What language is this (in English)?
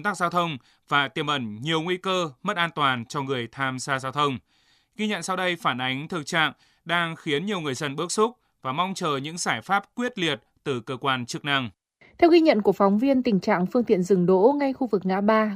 Vietnamese